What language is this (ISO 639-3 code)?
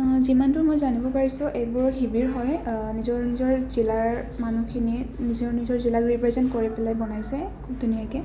asm